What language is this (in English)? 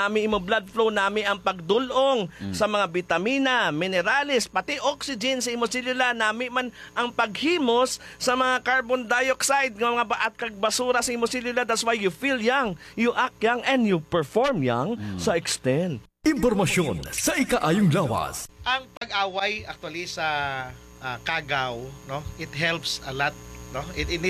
Hiligaynon